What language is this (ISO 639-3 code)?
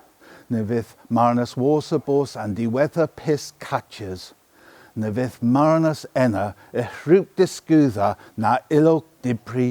cor